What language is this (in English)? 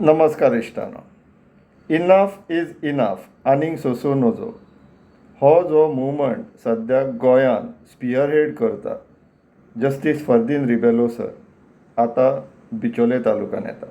Konkani